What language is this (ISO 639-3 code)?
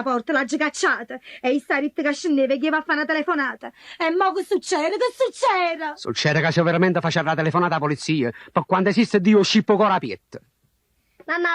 nap